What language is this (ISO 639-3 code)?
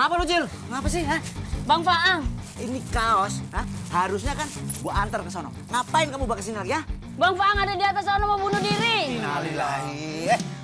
bew